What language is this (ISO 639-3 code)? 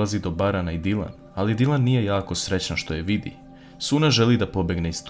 srp